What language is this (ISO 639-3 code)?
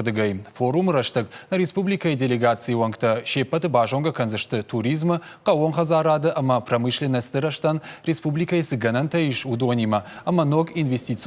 oss